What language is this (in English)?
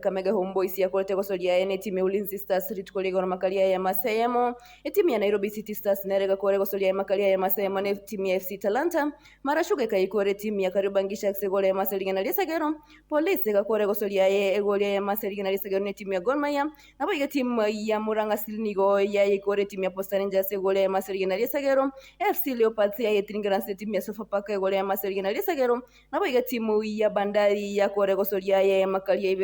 Gusii